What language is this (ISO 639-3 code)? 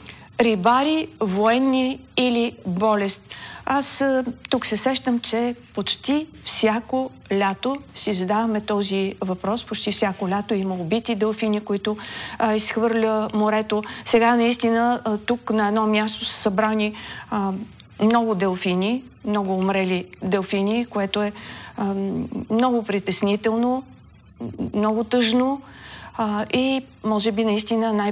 bul